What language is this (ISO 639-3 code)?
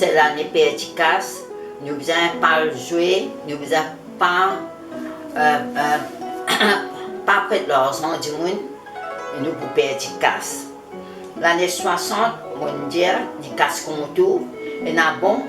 mfe